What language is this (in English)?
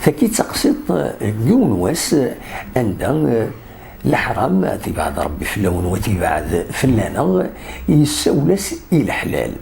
Kabyle